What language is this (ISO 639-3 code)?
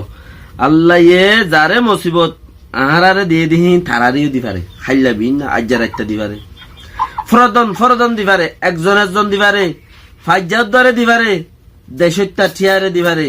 rhg